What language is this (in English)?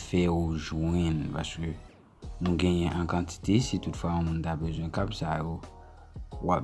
Haitian Creole